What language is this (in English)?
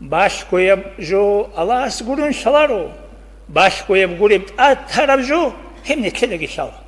Avaric